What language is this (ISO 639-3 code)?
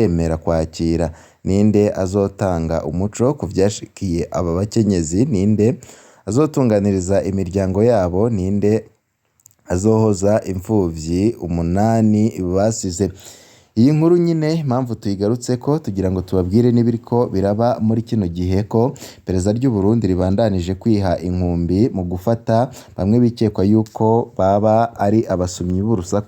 run